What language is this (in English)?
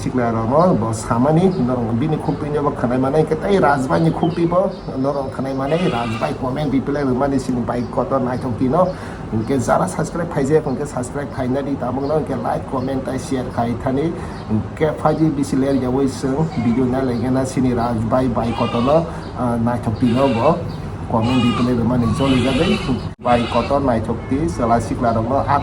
Kok Borok